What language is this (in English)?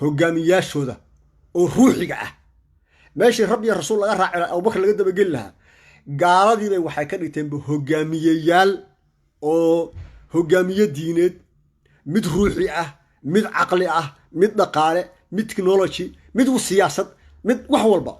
Somali